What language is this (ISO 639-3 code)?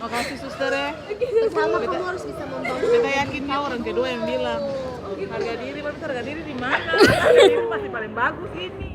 abs